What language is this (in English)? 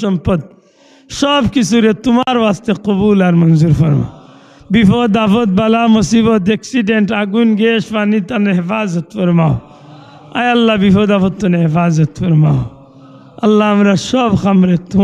Sylheti